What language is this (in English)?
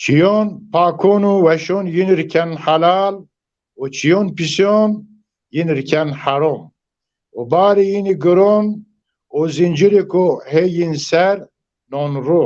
Zaza